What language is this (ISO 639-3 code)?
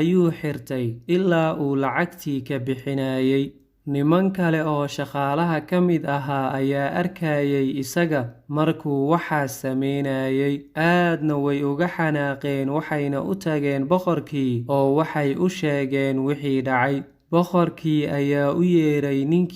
som